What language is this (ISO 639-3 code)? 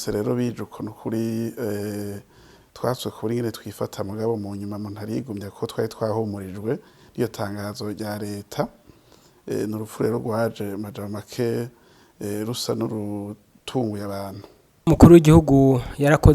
run